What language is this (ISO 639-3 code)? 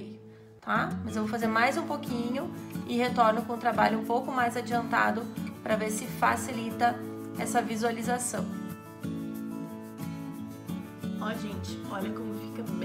por